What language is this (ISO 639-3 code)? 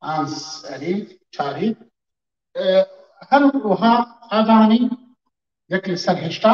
kur